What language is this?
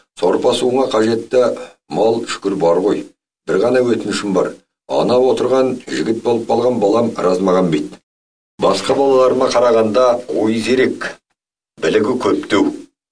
Kazakh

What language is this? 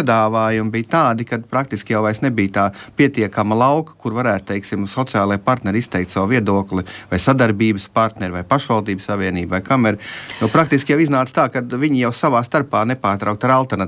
Latvian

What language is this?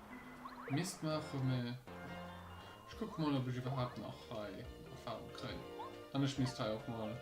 Luxembourgish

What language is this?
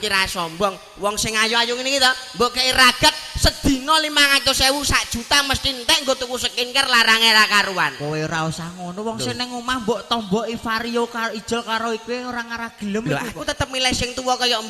Javanese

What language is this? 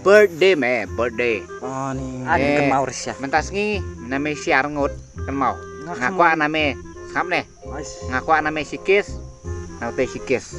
Khasi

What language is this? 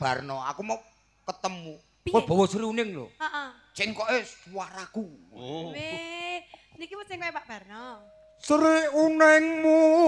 Javanese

